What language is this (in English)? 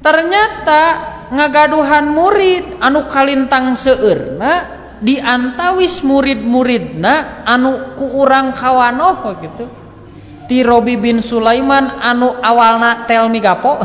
Sundanese